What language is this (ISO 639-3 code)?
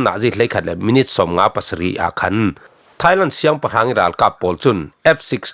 cfm